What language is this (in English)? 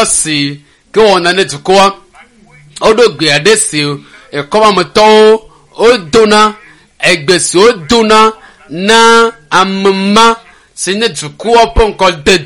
Ewe